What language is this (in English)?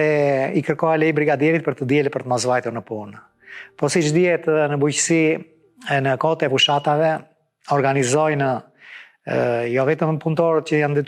Albanian